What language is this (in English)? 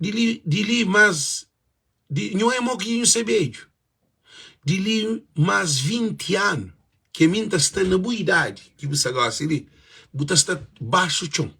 Kabuverdianu